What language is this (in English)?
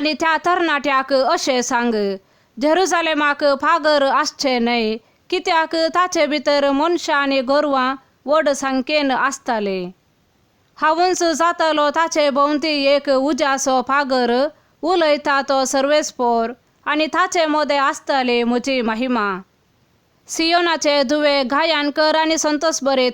Konkani